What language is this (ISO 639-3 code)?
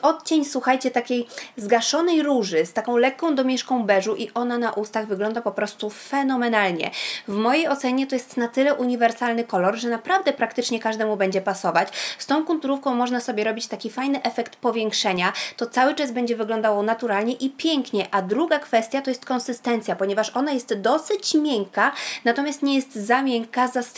pol